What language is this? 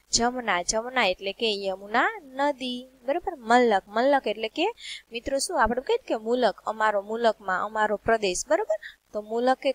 Gujarati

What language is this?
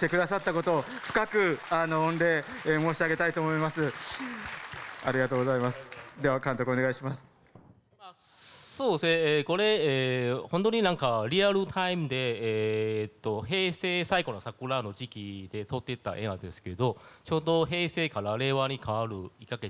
Japanese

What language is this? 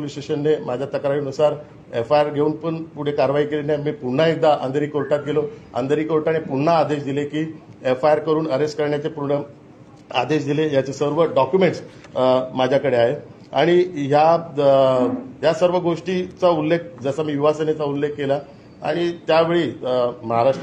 Marathi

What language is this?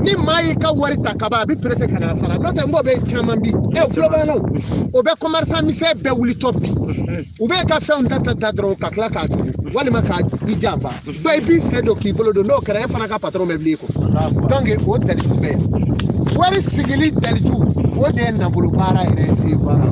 Bambara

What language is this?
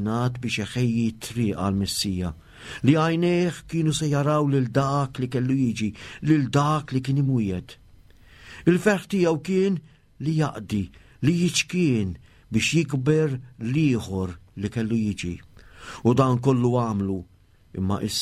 Maltese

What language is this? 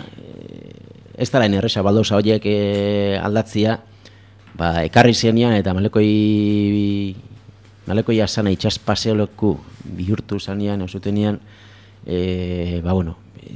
Basque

